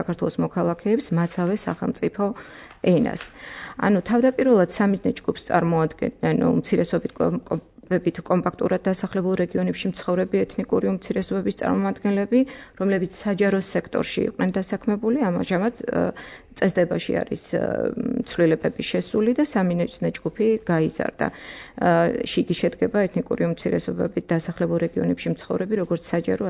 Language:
Georgian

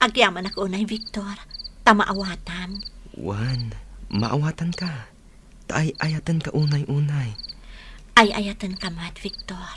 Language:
Iloko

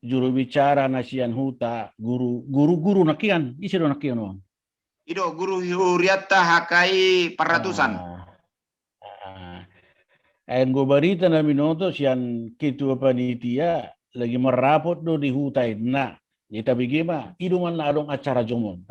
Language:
Batak Toba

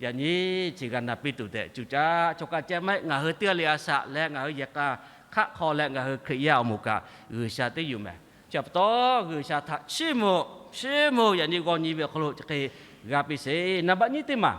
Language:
Lahu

